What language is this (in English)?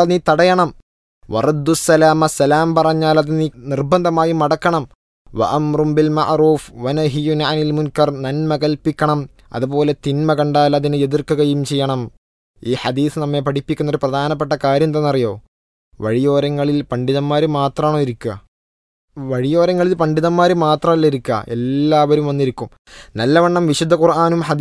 Malayalam